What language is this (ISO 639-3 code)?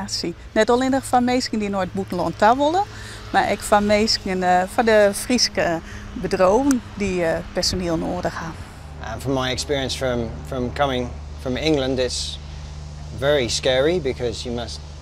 fry